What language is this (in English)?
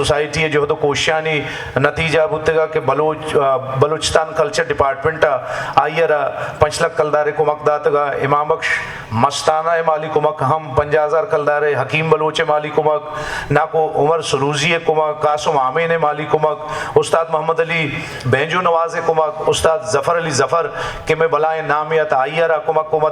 Eastern Balochi